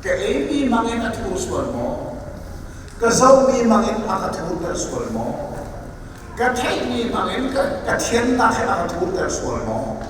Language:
Hakha Chin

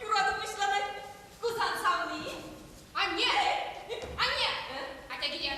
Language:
Chuvash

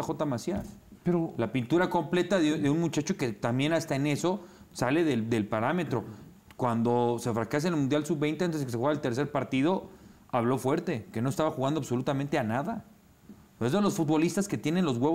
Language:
Spanish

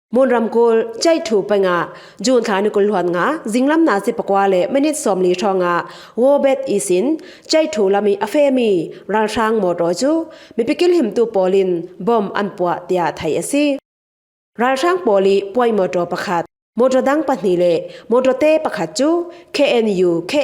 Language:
Falam Chin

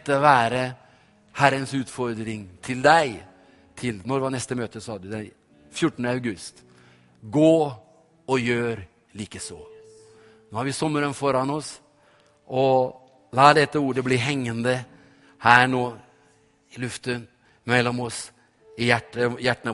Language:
Norwegian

